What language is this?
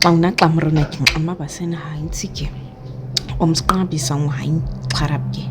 Nama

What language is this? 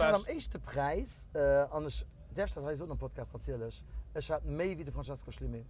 Luxembourgish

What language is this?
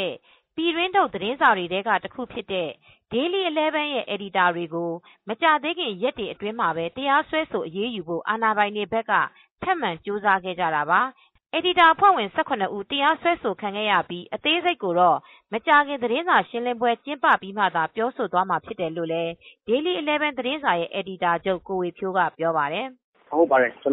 Burmese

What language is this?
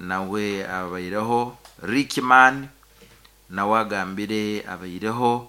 Nyankole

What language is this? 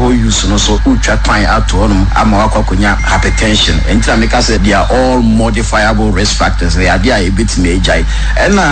Akan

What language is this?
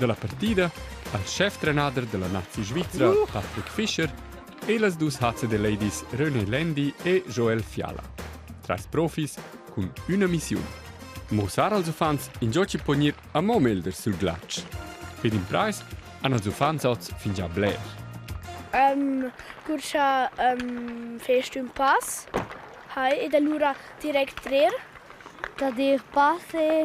Romansh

